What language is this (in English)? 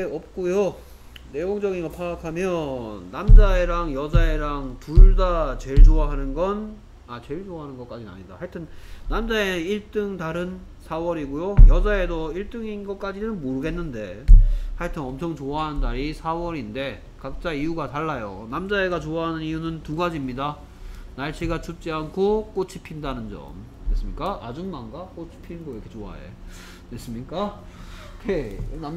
Korean